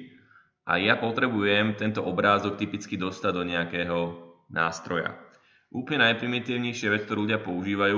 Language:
Slovak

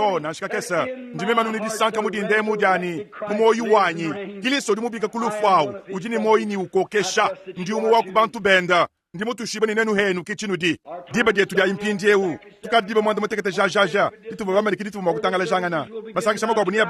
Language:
Luba-Lulua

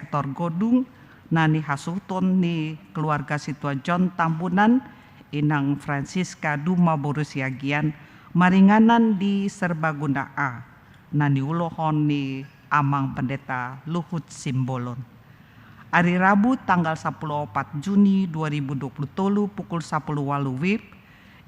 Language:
Batak Toba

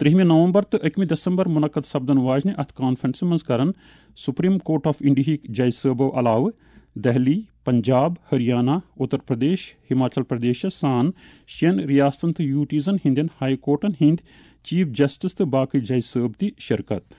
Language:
Kashmiri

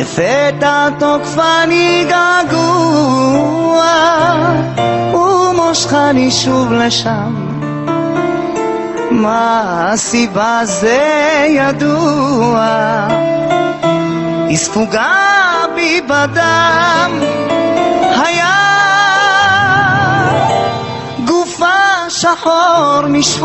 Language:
Hebrew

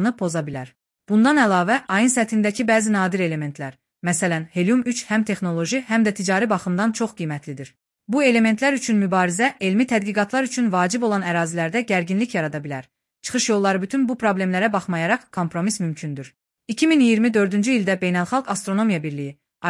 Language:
Azerbaijani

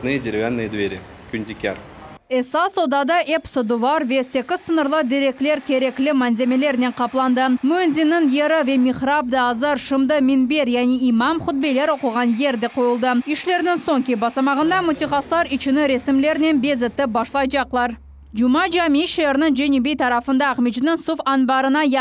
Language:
Crimean Tatar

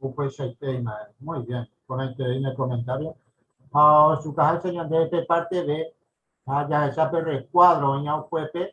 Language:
Guarani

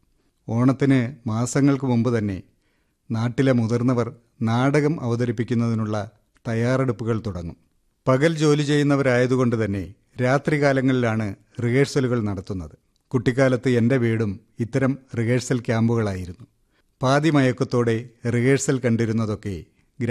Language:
Malayalam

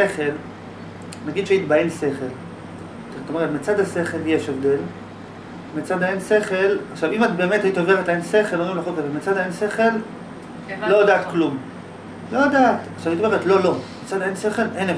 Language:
Hebrew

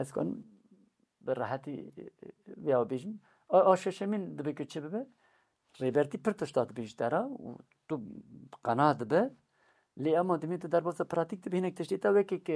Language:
Kurdish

